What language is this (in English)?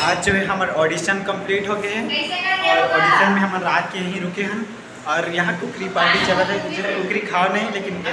Chhattisgarhi